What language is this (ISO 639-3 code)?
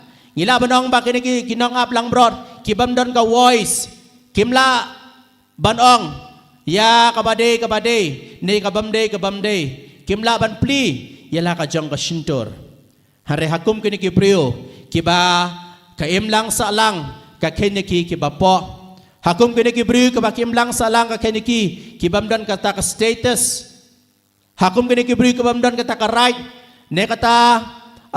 kha